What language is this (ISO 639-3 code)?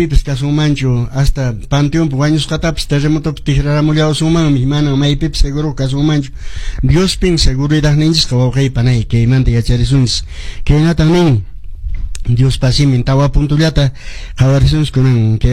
que